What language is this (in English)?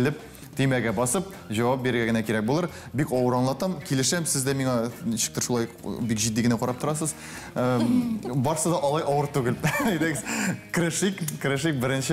Tatar